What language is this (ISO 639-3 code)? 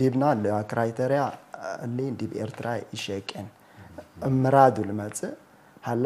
tig